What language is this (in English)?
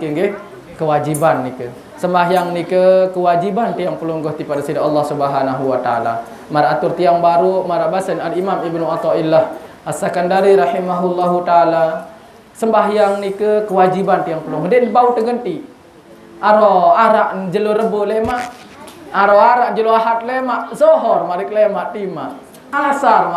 Sasak